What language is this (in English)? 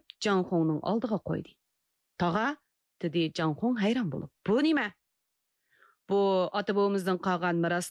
Uyghur